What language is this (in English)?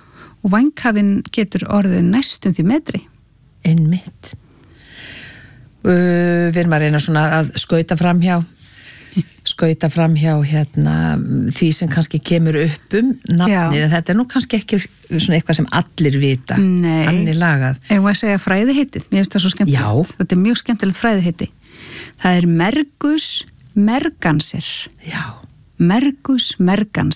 Icelandic